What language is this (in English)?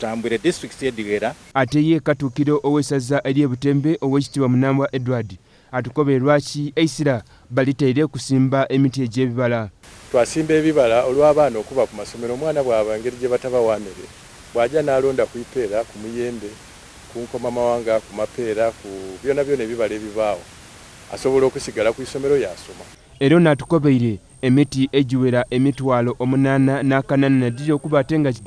Soga